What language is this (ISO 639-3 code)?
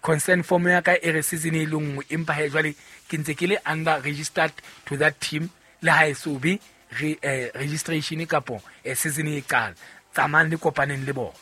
sot